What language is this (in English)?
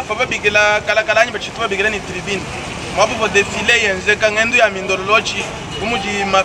Luba-Lulua